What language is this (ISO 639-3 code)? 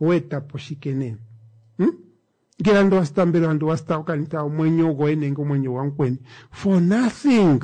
kua